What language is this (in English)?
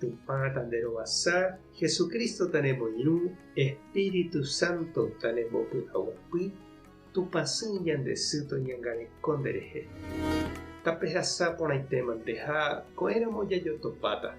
Guarani